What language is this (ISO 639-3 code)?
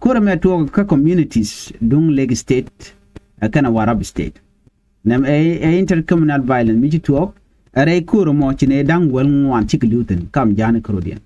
nus